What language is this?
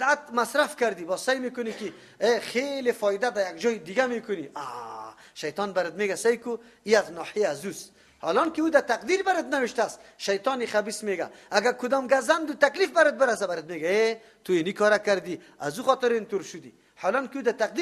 Persian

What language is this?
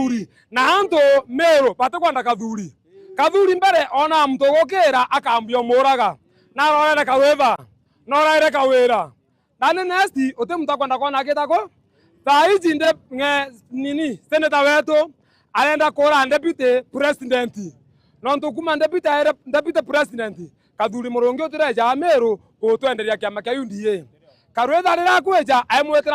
Meru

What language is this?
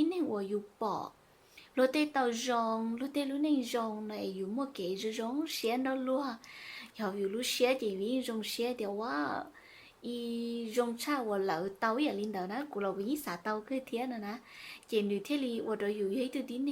Hmong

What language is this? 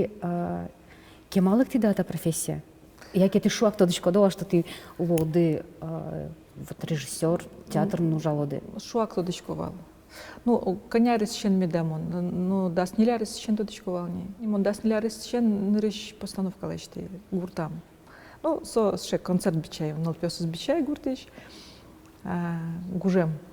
Udmurt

